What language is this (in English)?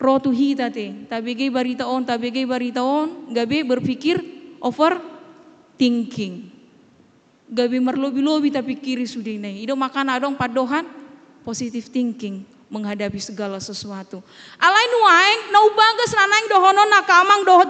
Batak Toba